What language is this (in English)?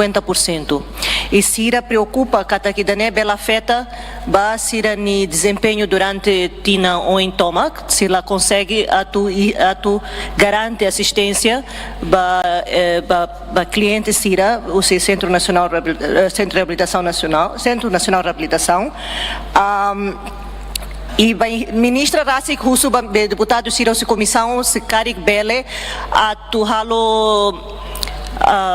Tetum